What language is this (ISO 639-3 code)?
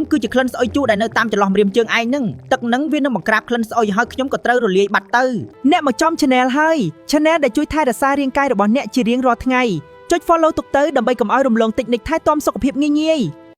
khm